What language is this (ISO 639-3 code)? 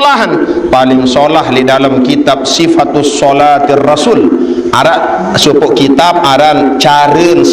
sas